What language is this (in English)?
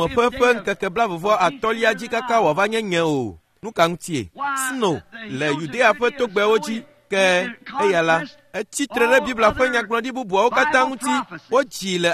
Ewe